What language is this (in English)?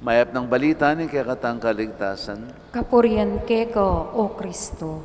Pampanga